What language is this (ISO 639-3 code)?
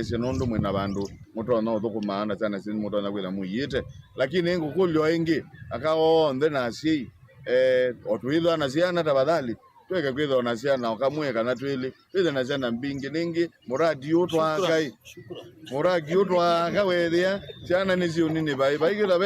kam